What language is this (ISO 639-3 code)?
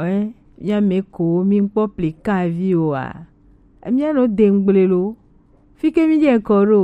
gej